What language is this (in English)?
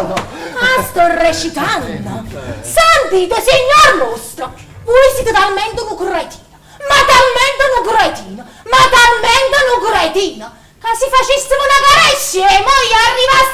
Neapolitan